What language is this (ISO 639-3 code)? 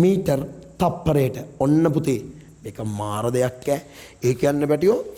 sin